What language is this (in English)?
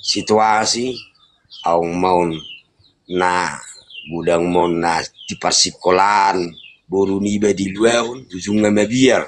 Batak Toba